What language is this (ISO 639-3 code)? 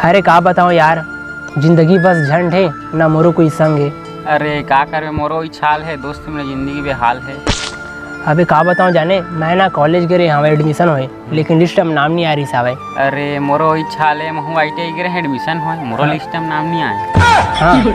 hne